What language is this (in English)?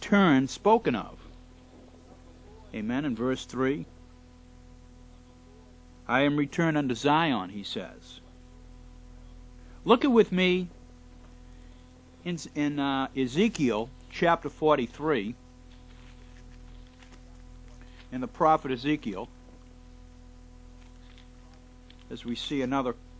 English